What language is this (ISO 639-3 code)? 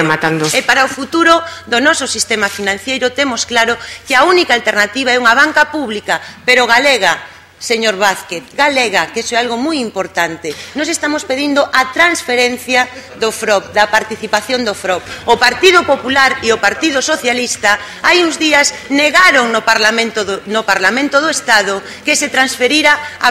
glg